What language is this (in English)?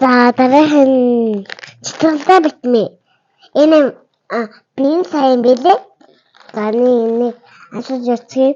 Mongolian